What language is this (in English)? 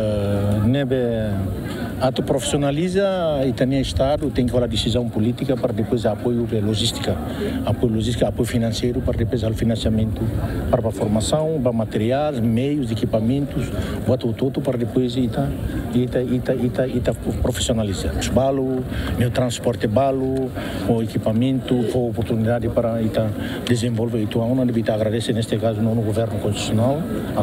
Tetum